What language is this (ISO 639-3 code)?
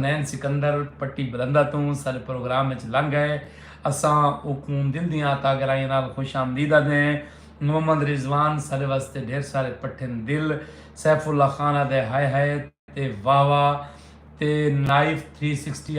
skr